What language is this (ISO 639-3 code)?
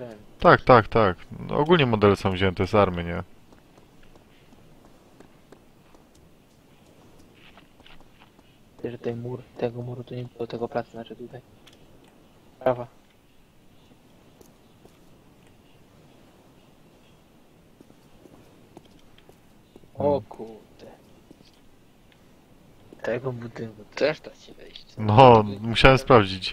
pol